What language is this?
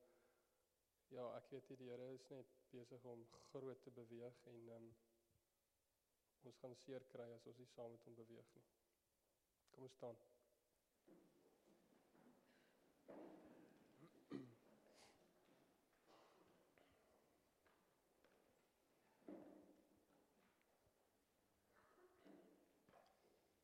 Afrikaans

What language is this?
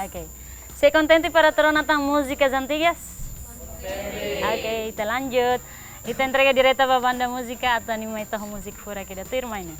Tetum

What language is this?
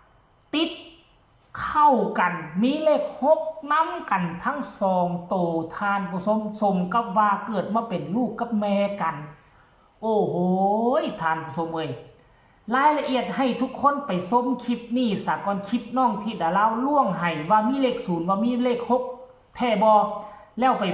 Northeastern Thai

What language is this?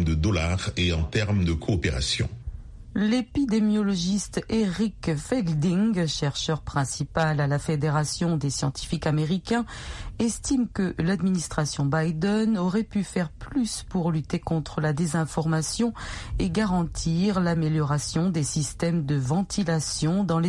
French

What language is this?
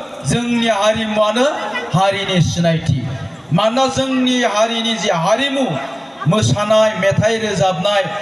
Bodo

